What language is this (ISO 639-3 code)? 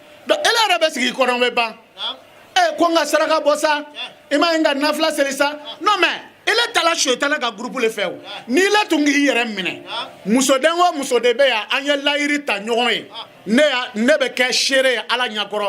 bam